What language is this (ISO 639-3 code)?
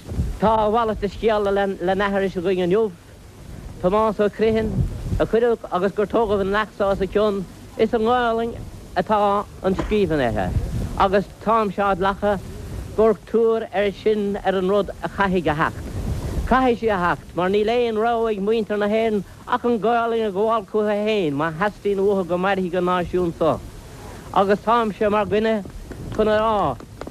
gle